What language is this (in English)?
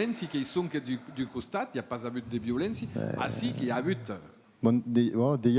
Occitan